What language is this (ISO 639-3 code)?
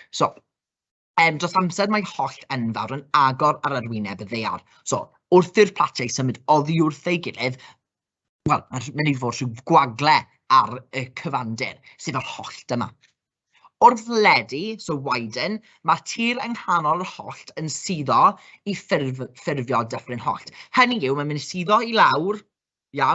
cym